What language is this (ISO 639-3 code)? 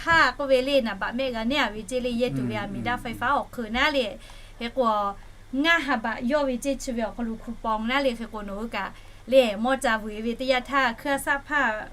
lhu